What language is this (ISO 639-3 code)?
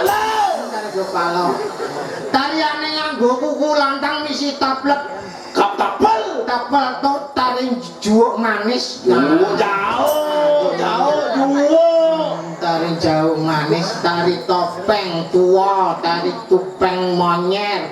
ban